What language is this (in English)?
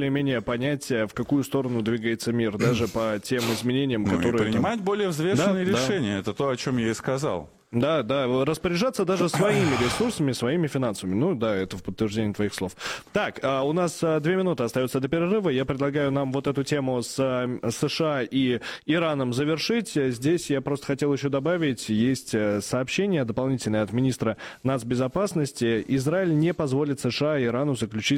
Russian